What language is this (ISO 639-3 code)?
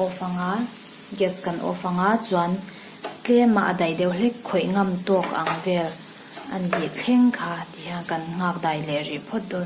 lus